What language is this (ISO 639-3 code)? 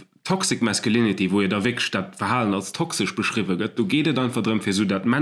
ltz